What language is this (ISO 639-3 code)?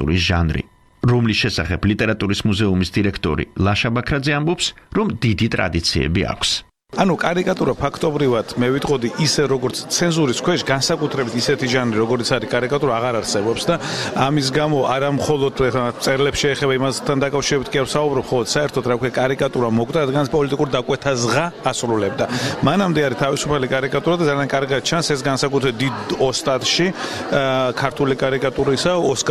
kat